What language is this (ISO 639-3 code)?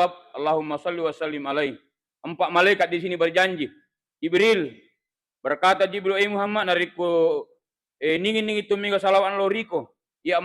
bug